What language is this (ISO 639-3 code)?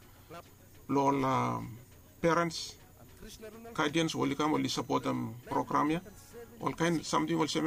bis